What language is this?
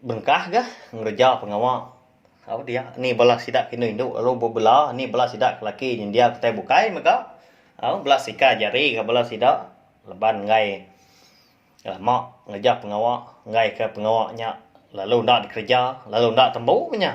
Iban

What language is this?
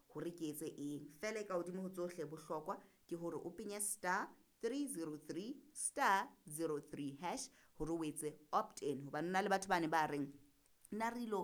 Southern Sotho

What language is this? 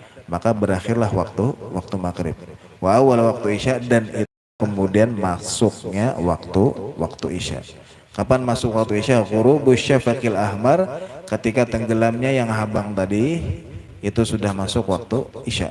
Banjar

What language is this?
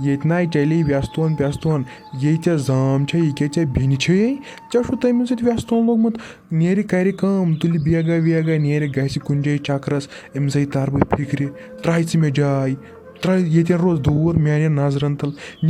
Kashmiri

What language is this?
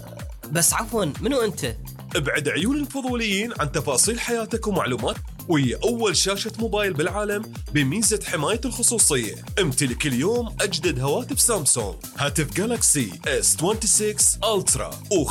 Mesopotamian Arabic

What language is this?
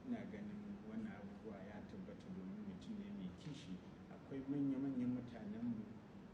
Hausa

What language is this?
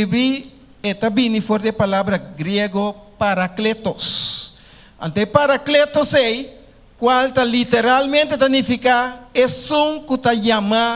Papiamento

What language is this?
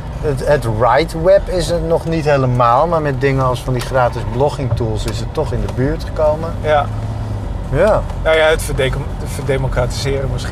Dutch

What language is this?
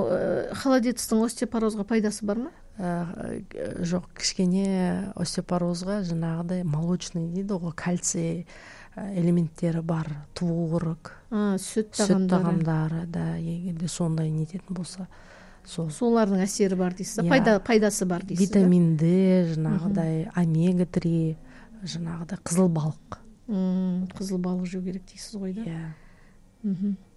Kazakh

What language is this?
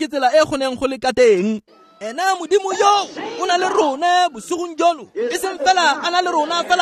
Tswana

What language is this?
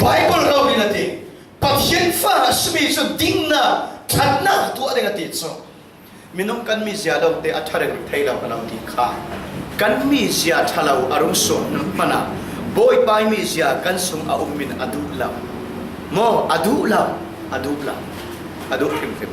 Falam Chin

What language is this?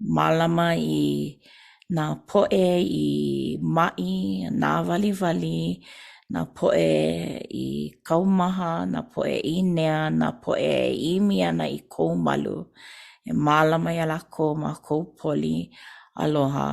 Hawaiian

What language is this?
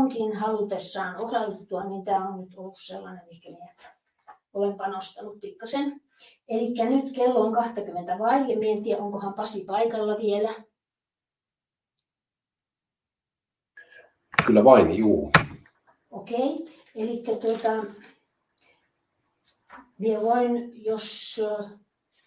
Finnish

